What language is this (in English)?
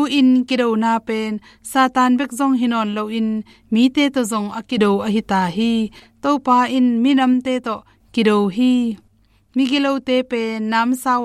Tedim Chin